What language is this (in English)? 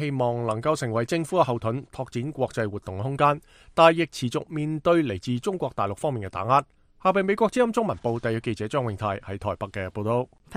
Cantonese